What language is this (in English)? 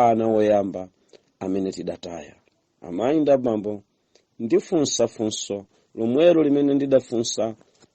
Nyanja